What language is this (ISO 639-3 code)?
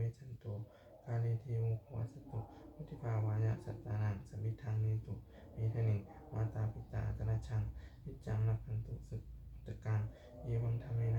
pli